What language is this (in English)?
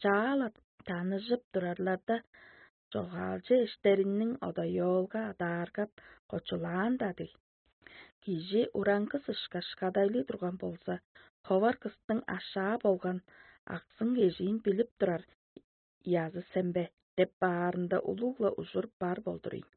Tuvinian